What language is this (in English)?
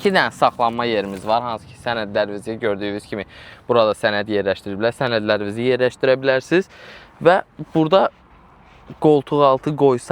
Azerbaijani